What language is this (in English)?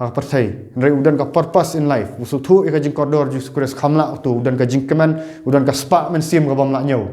Khasi